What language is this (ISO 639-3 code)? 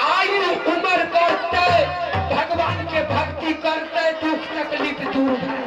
mai